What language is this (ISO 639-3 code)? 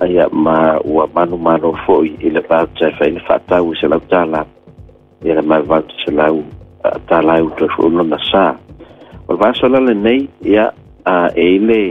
smo